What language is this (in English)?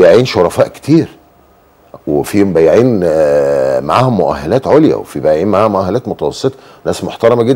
Egyptian Arabic